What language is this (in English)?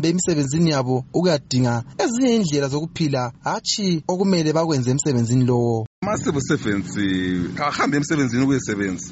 North Ndebele